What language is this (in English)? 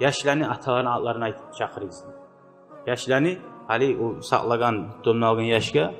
Kumyk